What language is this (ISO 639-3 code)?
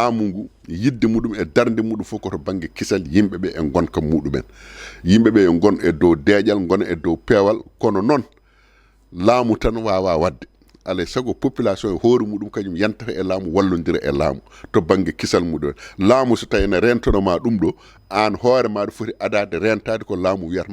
ful